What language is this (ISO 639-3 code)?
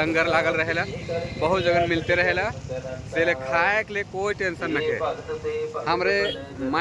sck